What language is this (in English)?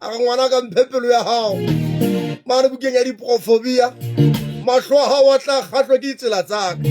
Southern Sotho